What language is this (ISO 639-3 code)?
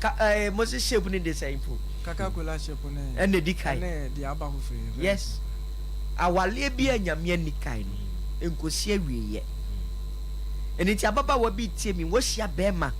aka